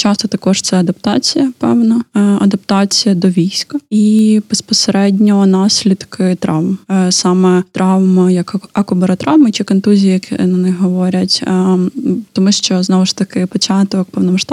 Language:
Ukrainian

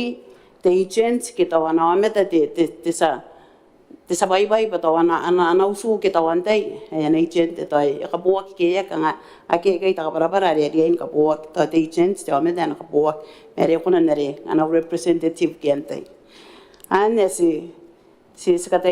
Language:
Gilbertese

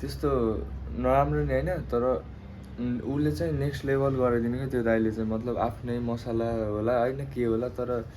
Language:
Nepali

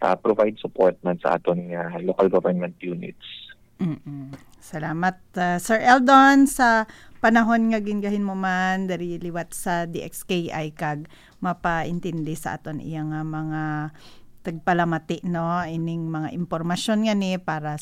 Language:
Hiligaynon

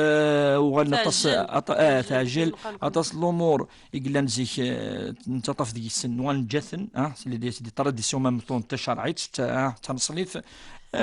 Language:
Kabyle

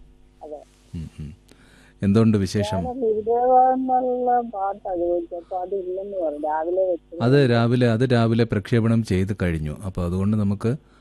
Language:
Malayalam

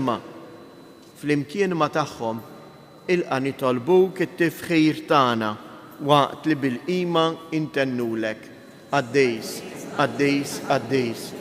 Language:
Maltese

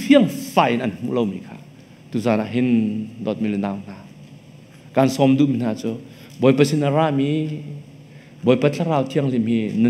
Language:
Hakha Chin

